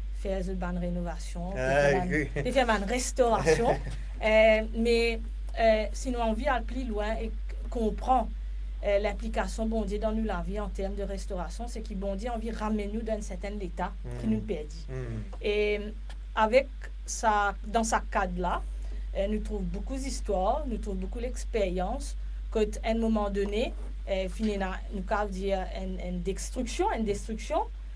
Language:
Morisyen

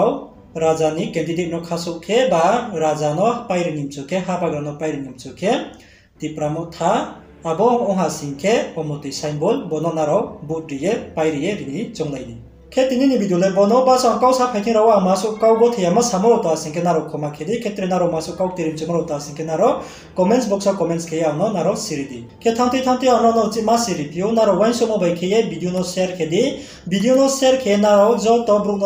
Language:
Riang (India)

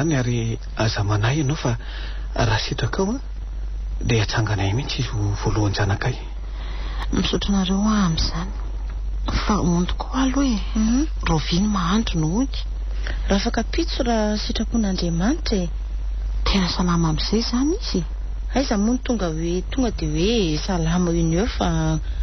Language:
Malagasy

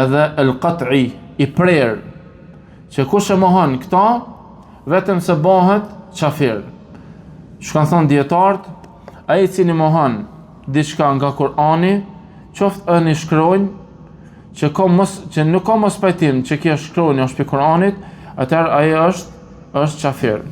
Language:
Albanian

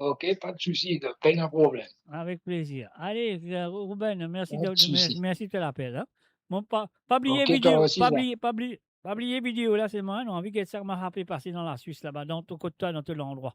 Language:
Morisyen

